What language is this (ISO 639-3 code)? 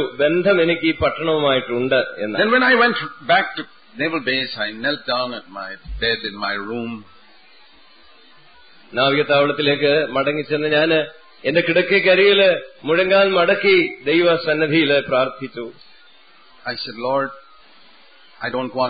mal